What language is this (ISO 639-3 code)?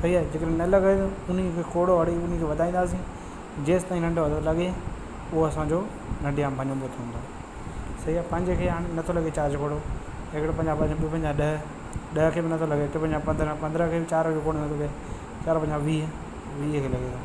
snd